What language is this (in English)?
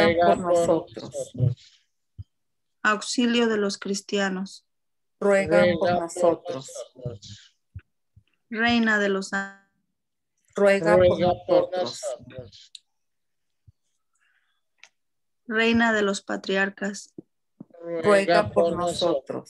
Spanish